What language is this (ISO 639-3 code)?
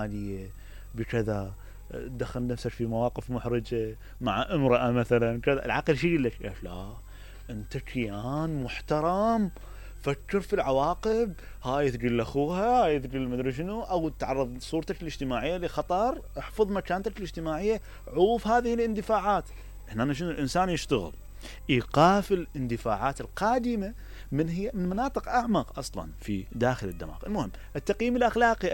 acm